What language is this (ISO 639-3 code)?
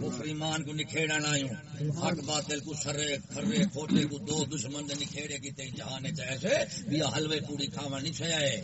skr